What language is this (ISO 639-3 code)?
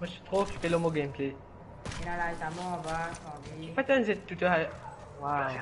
mfe